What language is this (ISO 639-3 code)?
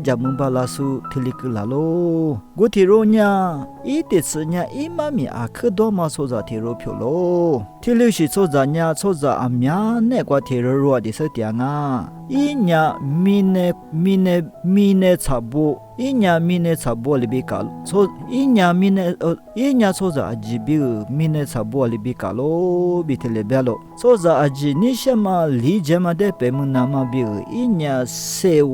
lis